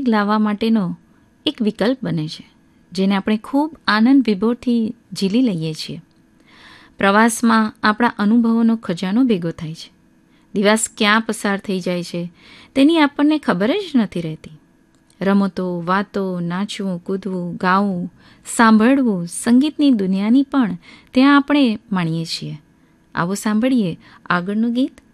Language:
Gujarati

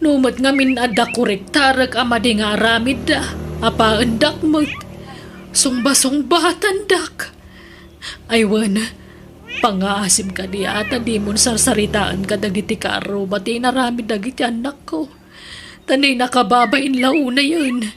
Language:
Iloko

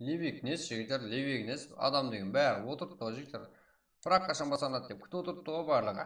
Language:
Kara-Kalpak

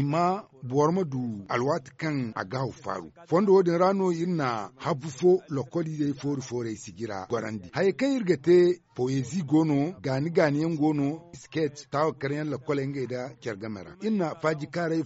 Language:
Zarma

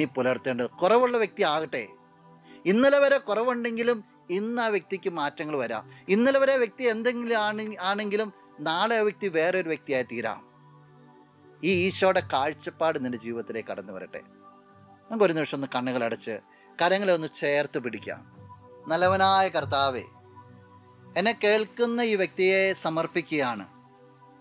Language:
Malayalam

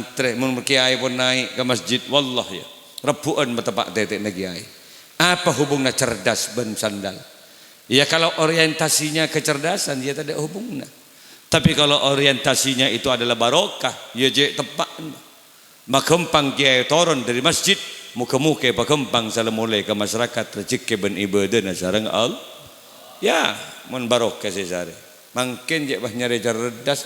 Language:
Madurese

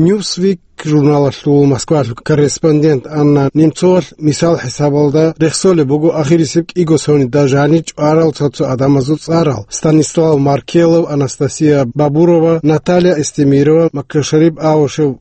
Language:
Avaric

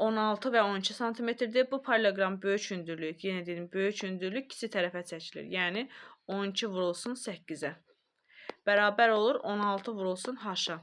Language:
Azerbaijani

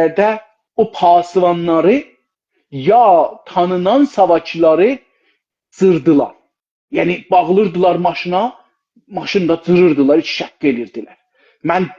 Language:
South Azerbaijani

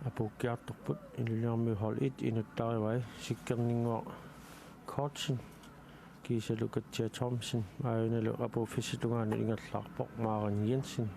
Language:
Kalaallisut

